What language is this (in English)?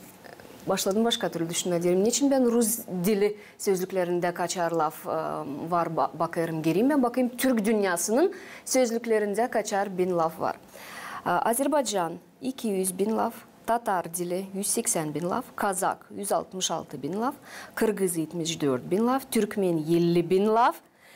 Gagauz